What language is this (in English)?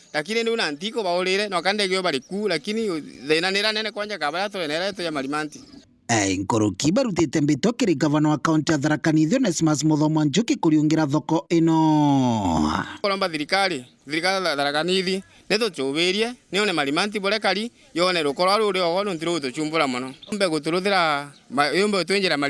Meru